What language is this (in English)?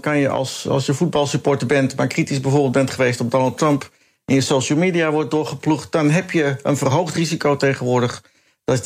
Dutch